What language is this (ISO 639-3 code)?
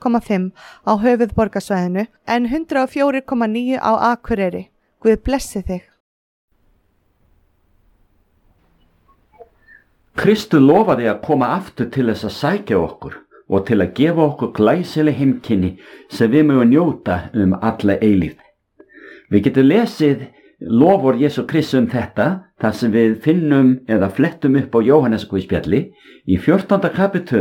isl